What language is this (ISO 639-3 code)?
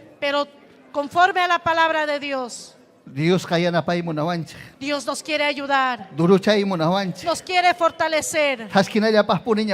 quy